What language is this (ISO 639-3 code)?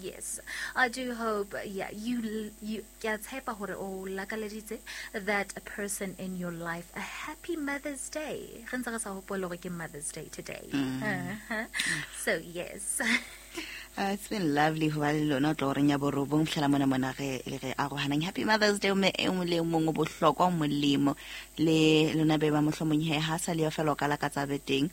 sot